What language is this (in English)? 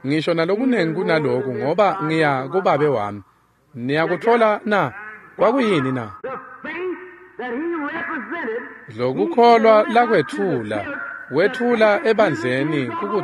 Swati